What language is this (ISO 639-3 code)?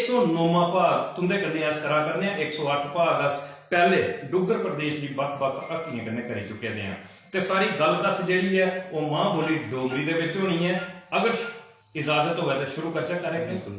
doi